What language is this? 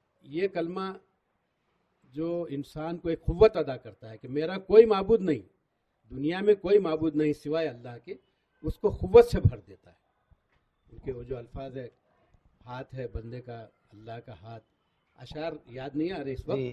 Urdu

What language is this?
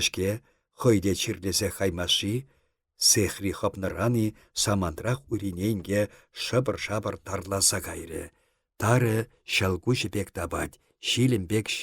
Chuvash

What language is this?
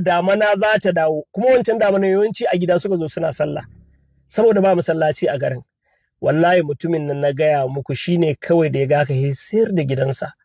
Hausa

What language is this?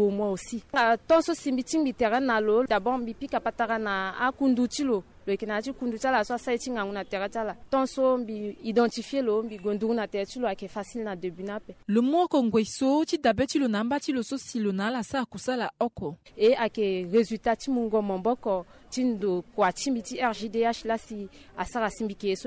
Sango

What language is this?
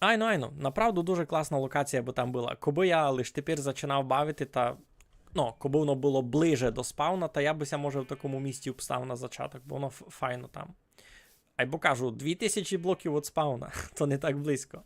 Rusyn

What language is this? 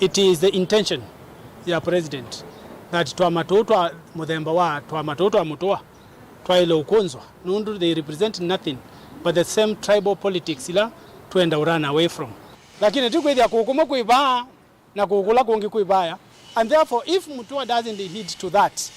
Kamba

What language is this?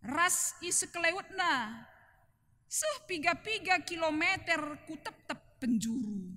Batak Karo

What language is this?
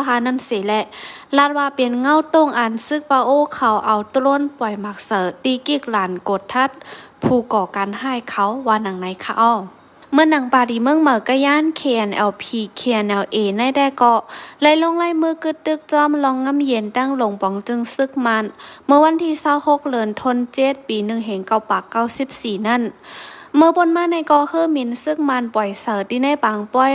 Shan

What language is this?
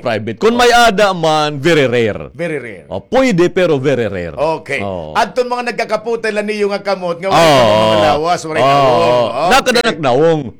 Waray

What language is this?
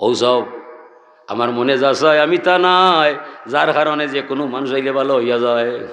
Sylheti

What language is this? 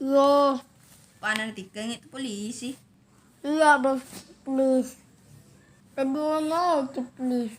Buginese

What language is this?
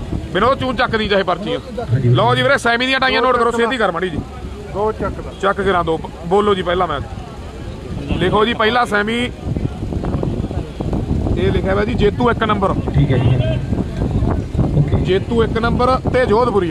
Punjabi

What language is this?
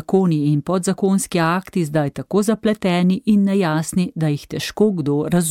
Slovenian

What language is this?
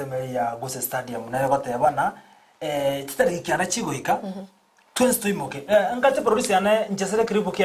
Gusii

